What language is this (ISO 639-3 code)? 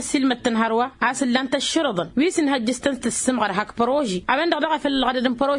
taq